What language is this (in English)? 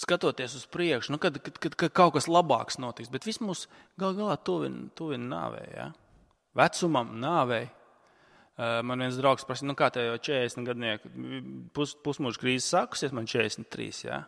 Latvian